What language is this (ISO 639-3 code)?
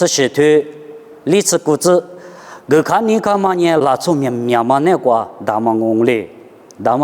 lis